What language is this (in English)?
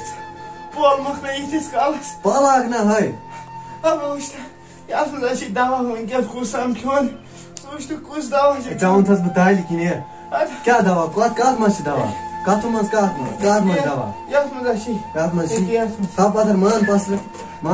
Kashmiri